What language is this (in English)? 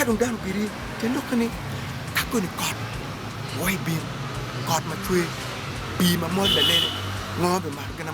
Acoli